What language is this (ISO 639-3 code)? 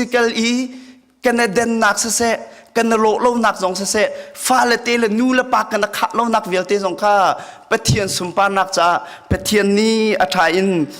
cnh